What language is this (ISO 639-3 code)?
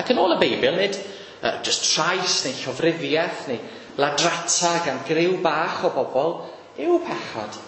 cym